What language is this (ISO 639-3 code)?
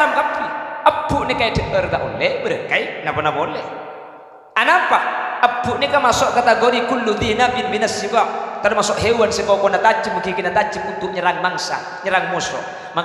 mad